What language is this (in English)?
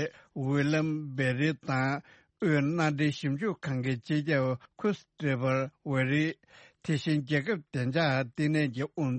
Tibetan